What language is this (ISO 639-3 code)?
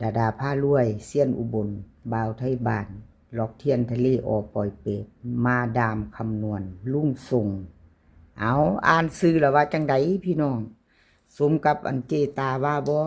lao